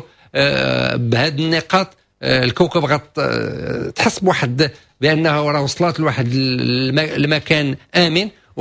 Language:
Moroccan Arabic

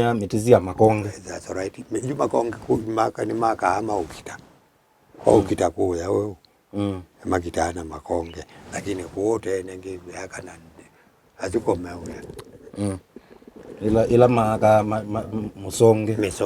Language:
Kamba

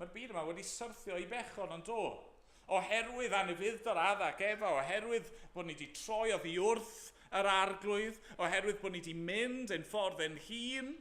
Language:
Welsh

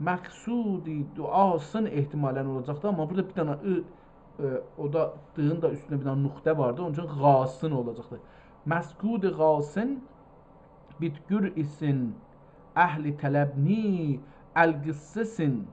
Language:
South Azerbaijani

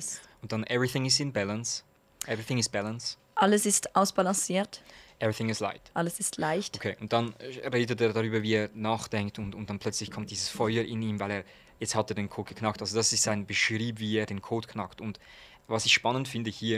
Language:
Swiss German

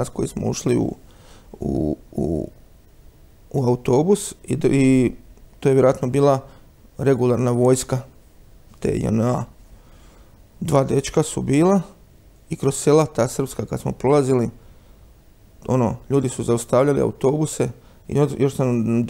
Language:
Croatian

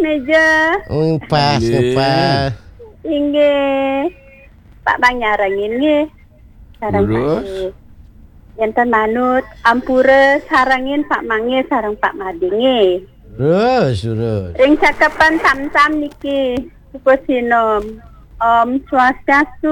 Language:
Balinese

